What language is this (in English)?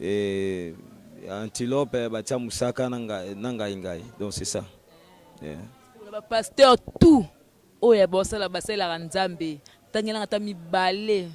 Lingala